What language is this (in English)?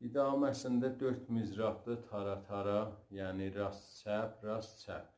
South Azerbaijani